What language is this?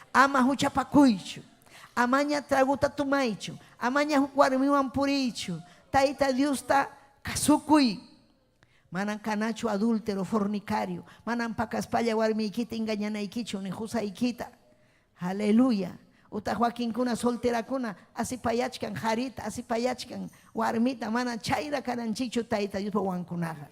Ayacucho Quechua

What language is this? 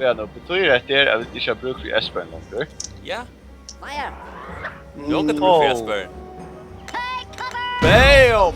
Faroese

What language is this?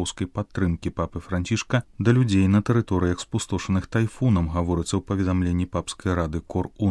Belarusian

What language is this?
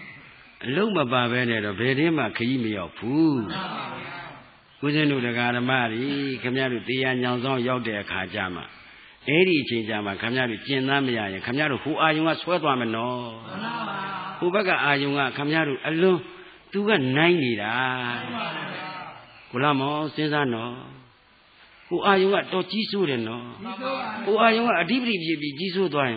Burmese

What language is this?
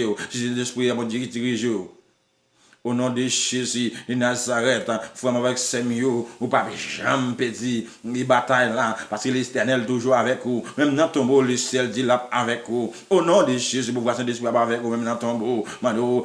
Haitian Creole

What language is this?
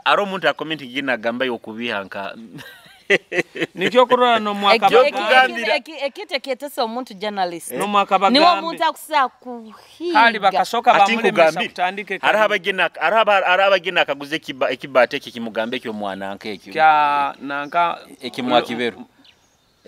Nyoro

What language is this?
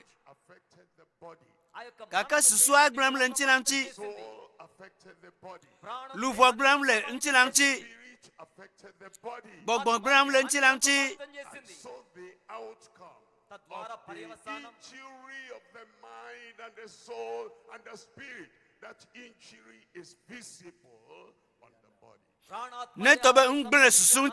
Ewe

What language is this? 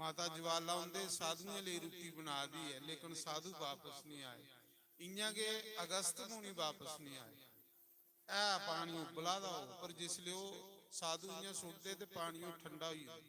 Dogri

